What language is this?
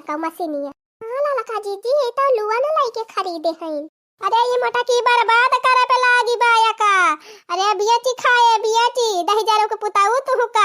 Awadhi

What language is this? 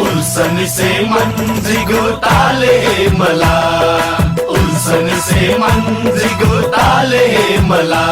Newari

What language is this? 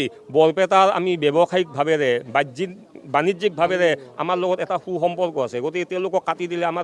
Assamese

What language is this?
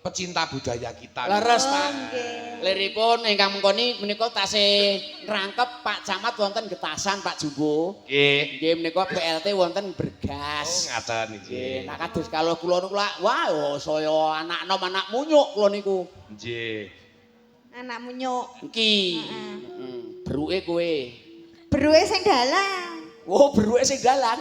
Javanese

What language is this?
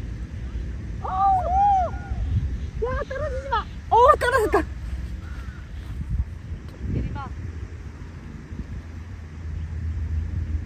Korean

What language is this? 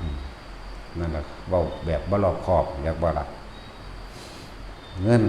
Northeastern Thai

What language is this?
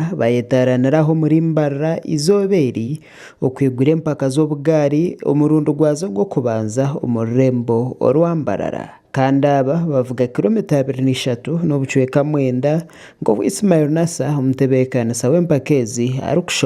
Nyankole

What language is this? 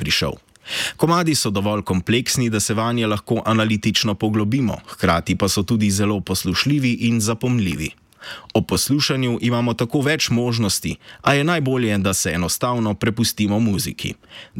Slovenian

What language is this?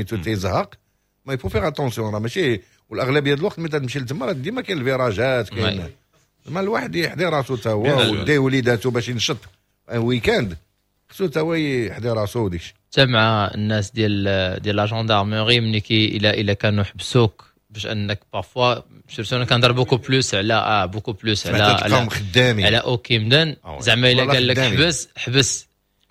Moroccan Arabic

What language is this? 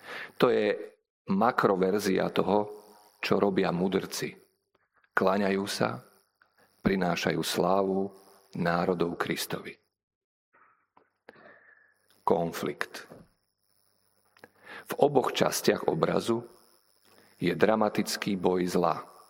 Slovak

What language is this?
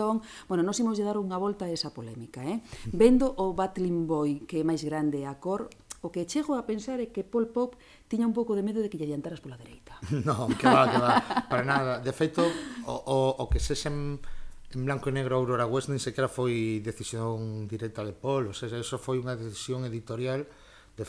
Galician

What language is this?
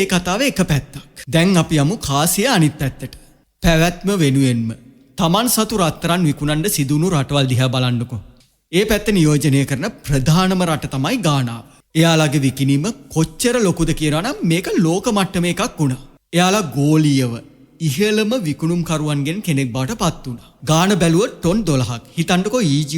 Sinhala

